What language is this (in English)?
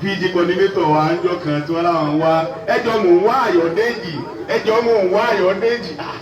Yoruba